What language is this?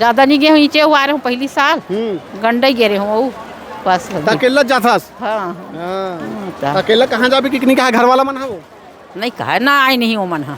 Chhattisgarhi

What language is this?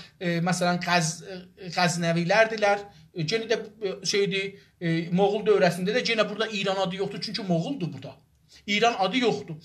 South Azerbaijani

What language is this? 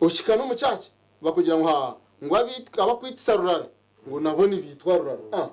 Nyankole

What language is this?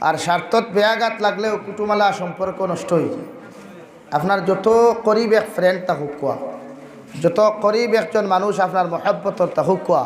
Sylheti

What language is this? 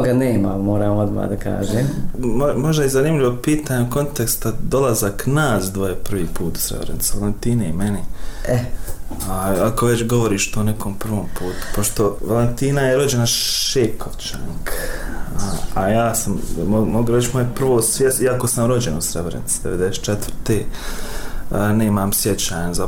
Bosnian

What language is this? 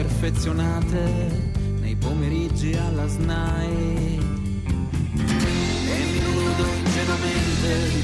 Italian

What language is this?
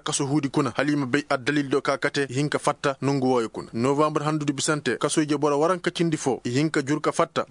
Koyraboro Senni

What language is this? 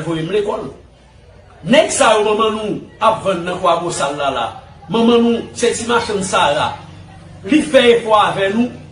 Haitian Creole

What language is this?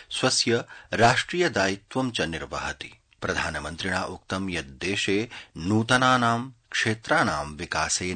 Sanskrit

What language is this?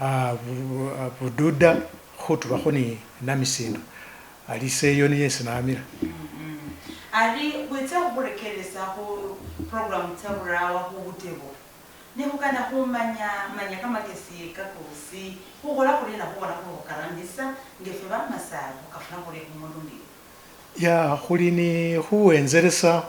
Masaaba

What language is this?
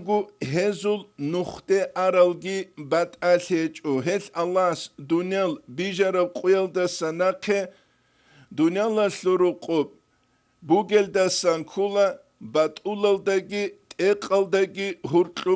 Avaric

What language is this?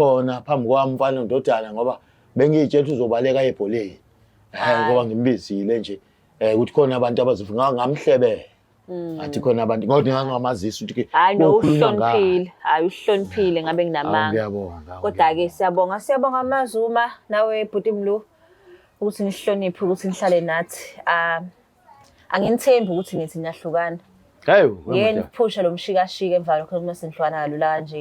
Zulu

